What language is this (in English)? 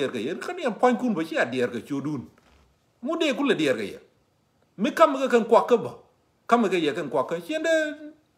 Nuer